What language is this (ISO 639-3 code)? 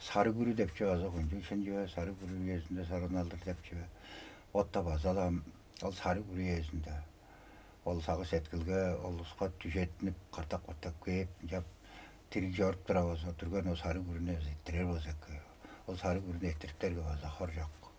tyv